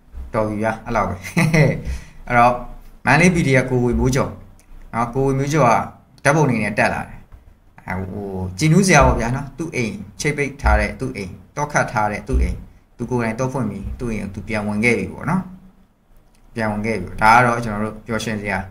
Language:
Burmese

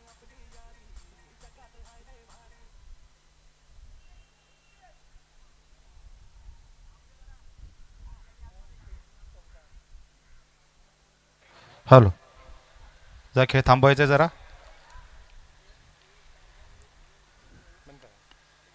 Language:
Marathi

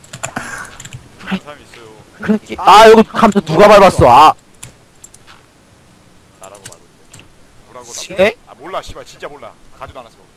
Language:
Korean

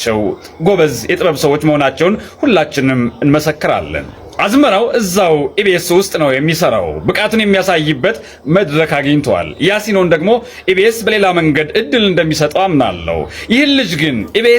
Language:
Amharic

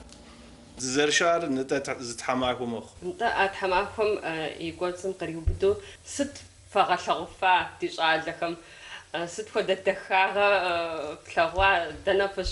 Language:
Kabardian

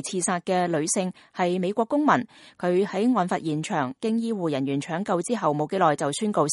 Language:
Cantonese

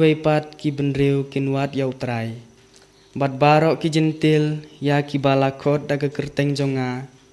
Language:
Khasi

